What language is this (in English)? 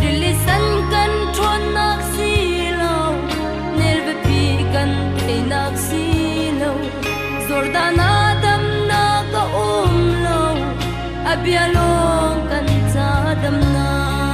Hakha Chin